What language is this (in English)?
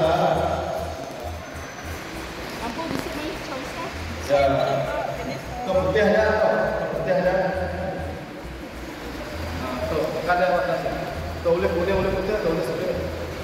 Malay